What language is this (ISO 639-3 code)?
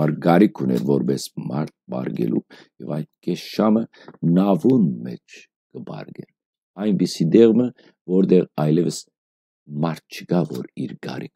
hyw